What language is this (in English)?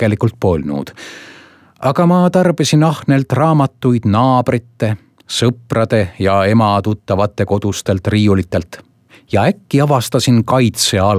Estonian